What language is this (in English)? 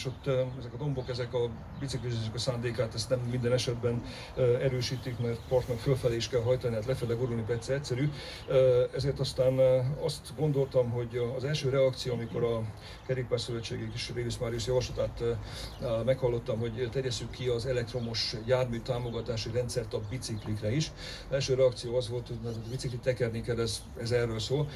Hungarian